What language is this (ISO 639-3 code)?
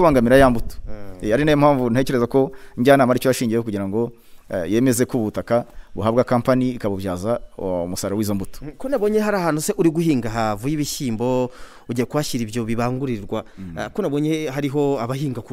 kin